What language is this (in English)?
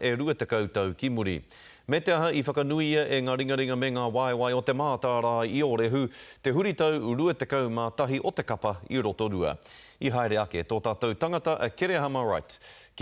Māori